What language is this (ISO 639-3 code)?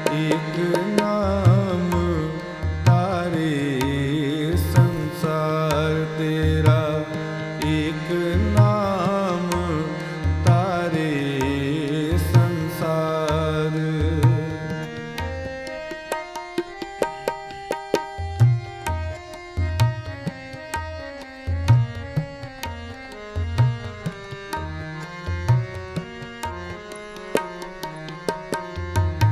pan